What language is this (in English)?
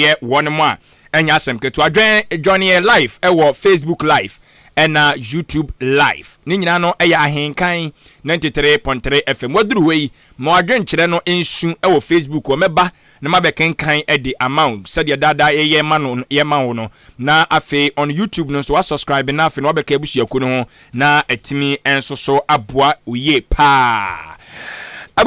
Akan